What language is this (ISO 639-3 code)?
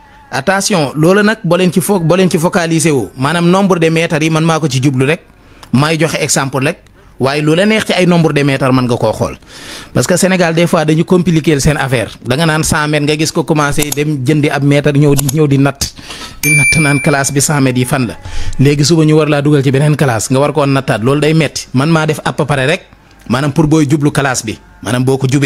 wol